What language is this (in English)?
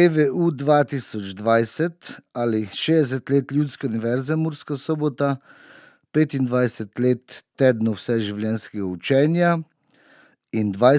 Slovenian